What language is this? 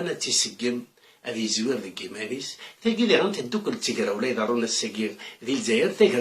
Kabyle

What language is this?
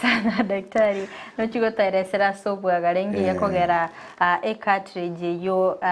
Gusii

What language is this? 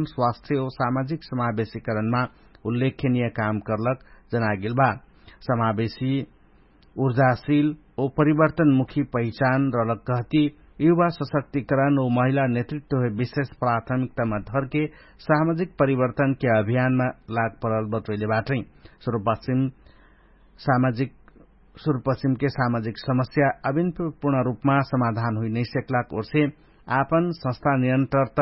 Dangaura Tharu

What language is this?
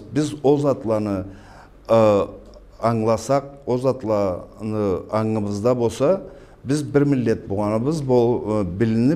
Karachay-Balkar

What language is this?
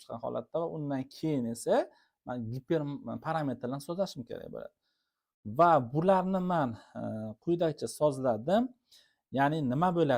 Uzbek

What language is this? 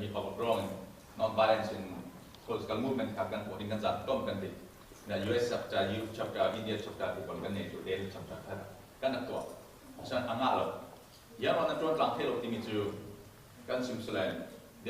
Falam Chin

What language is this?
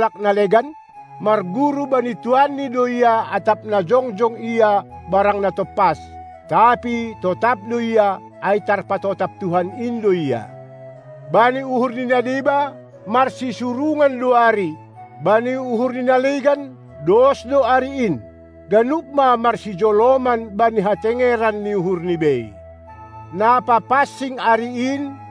Batak Simalungun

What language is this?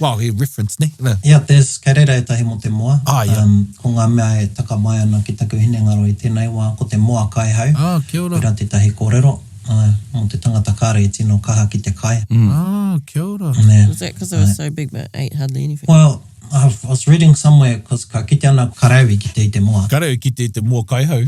Māori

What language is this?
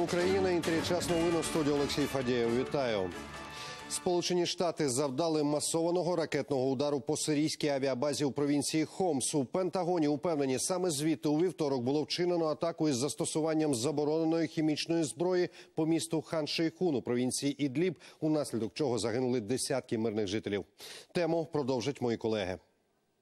Ukrainian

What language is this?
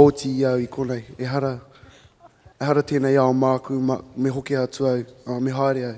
Māori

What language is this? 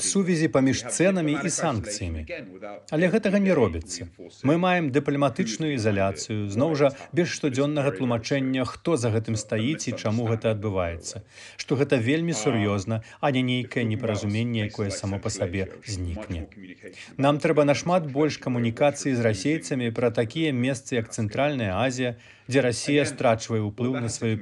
Belarusian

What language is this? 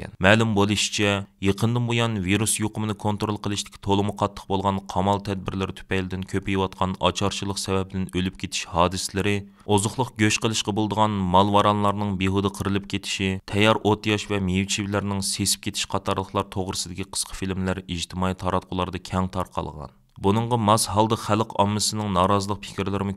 Uyghur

